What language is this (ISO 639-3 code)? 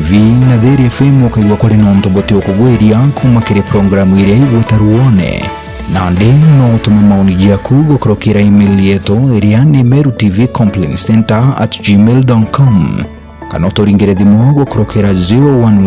mer